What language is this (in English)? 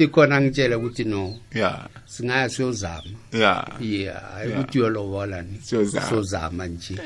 South Ndebele